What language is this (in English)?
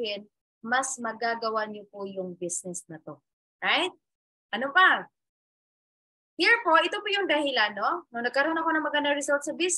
Filipino